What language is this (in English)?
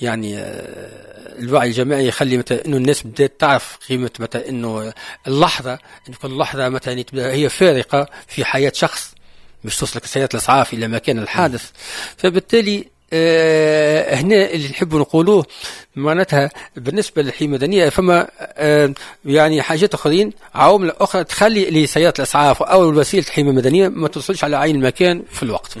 Tunisian Arabic